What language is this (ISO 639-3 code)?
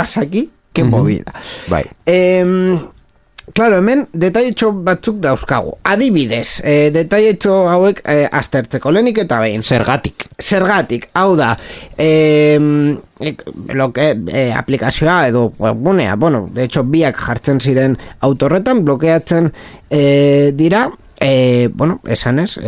eus